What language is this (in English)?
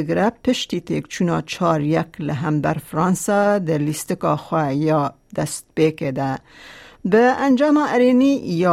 Kurdish